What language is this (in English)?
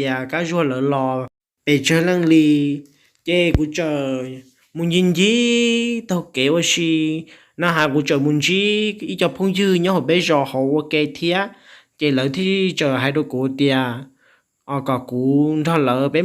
Hmong